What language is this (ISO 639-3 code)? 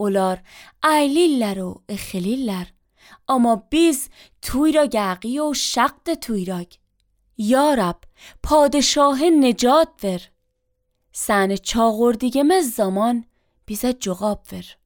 aze